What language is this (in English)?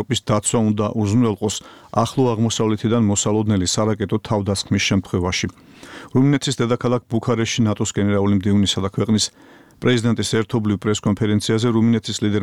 Georgian